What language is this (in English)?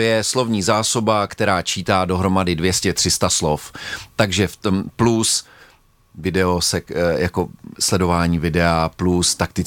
Czech